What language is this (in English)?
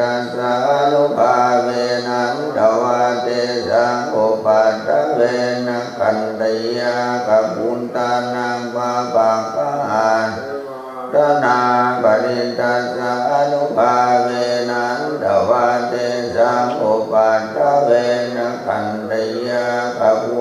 Pali